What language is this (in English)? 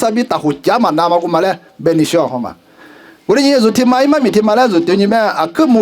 Lisu